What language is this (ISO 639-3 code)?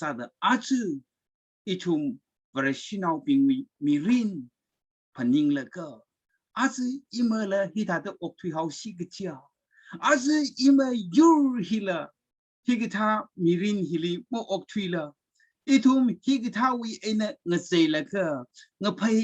nmf